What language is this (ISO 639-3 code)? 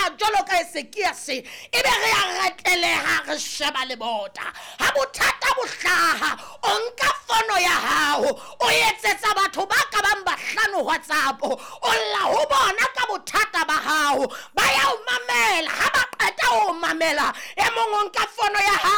sot